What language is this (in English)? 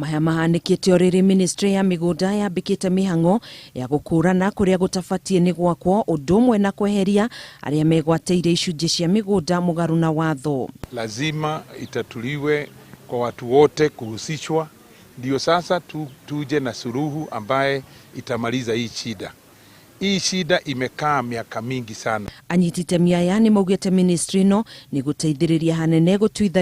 Kikuyu